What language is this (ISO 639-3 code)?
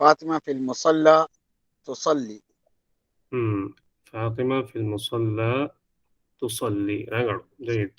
div